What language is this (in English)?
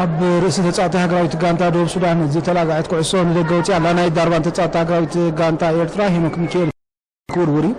Tigrinya